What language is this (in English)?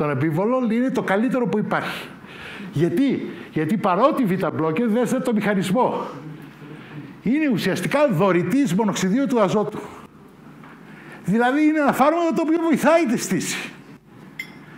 Greek